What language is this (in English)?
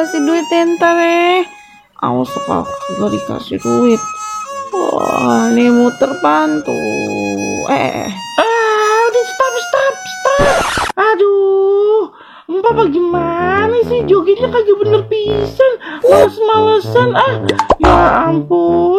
Betawi